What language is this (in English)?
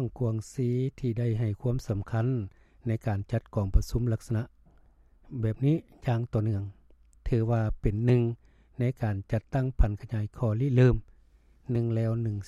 Lao